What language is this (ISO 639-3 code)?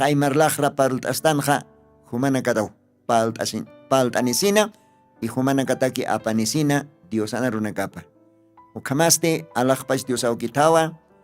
aym